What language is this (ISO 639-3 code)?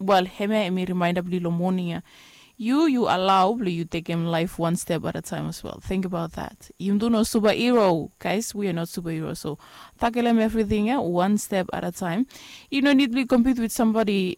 bis